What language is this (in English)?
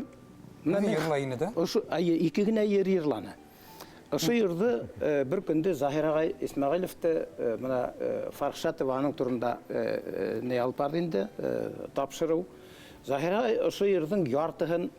Bashkir